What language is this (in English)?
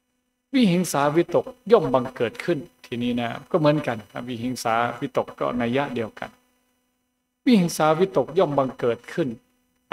Thai